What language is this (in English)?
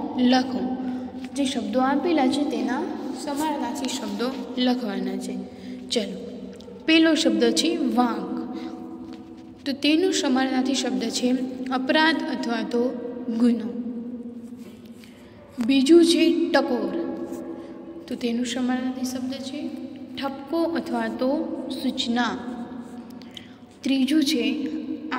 Gujarati